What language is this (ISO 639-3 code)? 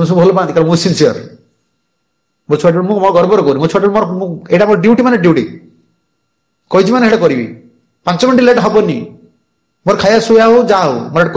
ori